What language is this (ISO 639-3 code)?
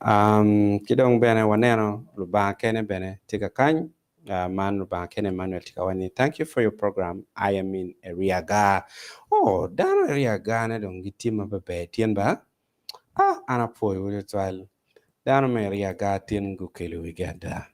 ach